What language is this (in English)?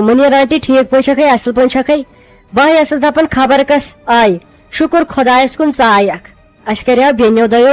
Kashmiri